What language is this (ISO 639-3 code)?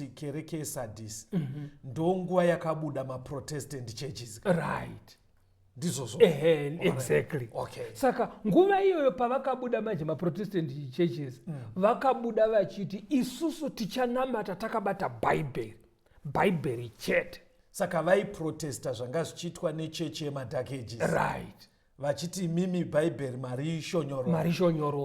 sna